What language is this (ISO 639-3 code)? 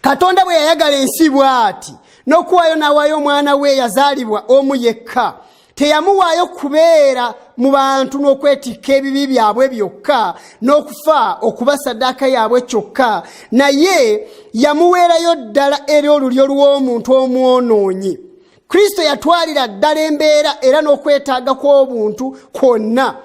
lug